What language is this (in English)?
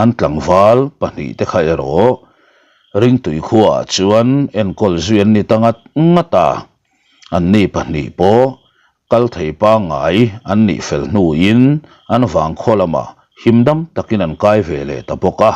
Mizo